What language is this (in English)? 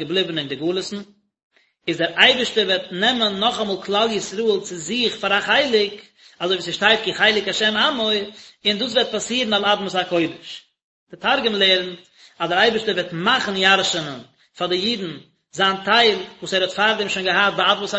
Yiddish